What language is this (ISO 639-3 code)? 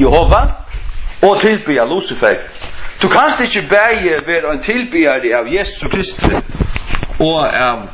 fao